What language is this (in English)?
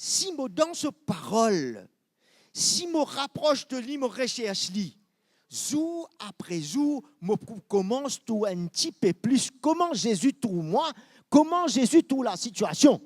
Morisyen